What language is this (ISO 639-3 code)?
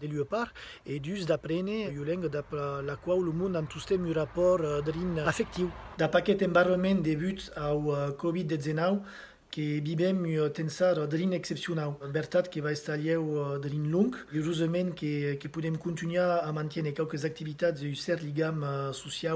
oci